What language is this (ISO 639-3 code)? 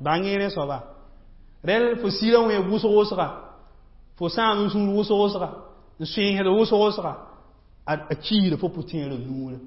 mos